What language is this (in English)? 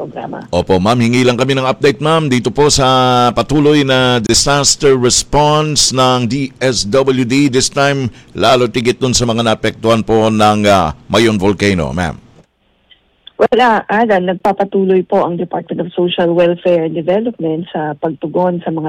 Filipino